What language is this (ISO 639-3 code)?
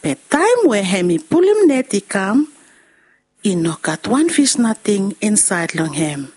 bis